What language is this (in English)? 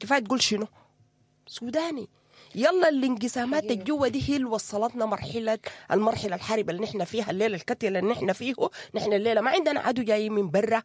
Sudanese Arabic